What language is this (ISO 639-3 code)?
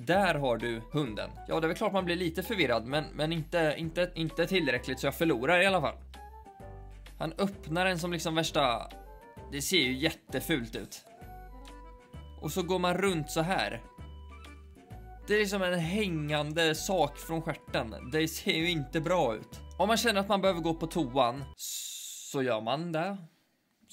swe